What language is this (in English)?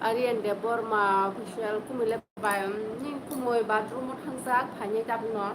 Kok Borok